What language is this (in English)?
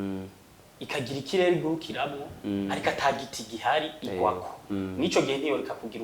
Rundi